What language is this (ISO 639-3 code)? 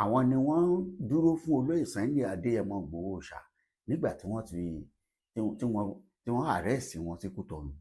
yor